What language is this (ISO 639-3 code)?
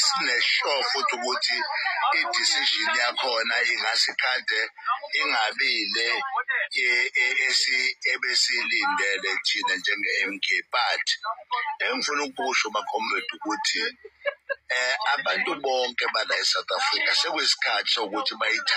zul